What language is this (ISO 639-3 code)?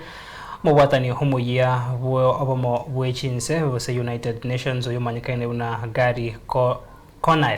guz